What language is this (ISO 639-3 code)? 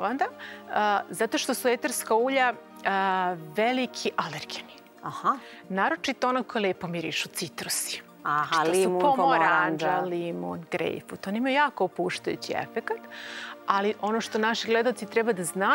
srp